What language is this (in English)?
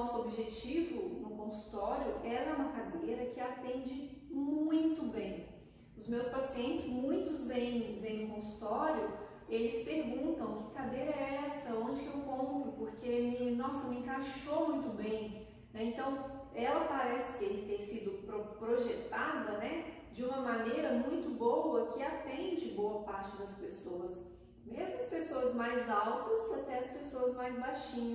Portuguese